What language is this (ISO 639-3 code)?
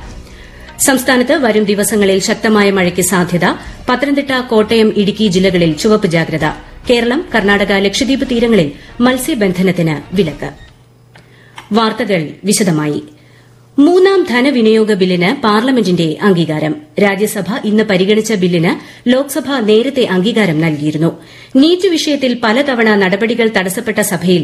mal